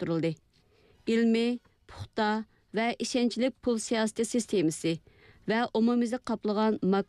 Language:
Uyghur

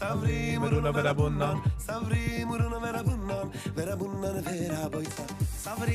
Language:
Yiddish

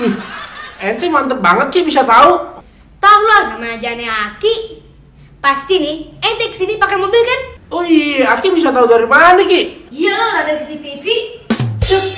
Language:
Betawi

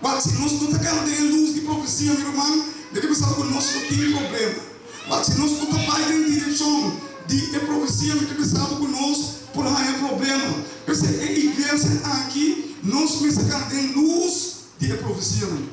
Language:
Papiamento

